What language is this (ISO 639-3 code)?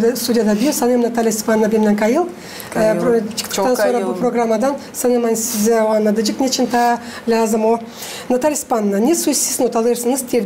gag